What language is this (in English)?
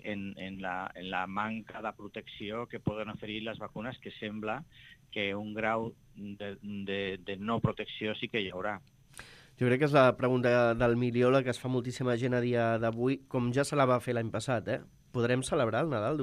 Catalan